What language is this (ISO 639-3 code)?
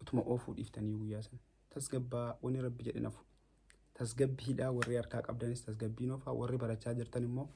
orm